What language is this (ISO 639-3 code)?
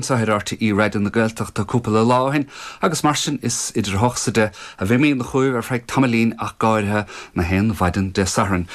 gle